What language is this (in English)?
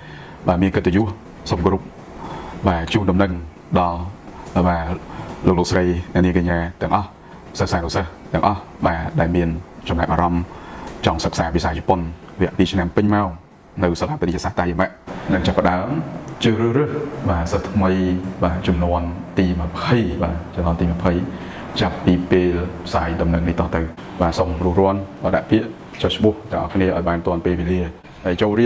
Khmer